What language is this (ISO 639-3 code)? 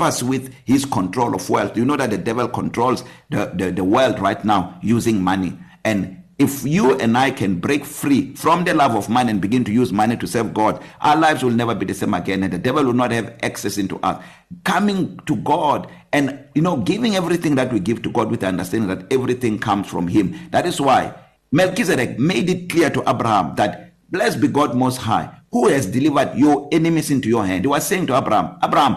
eng